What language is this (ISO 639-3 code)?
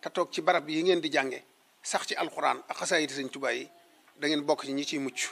wol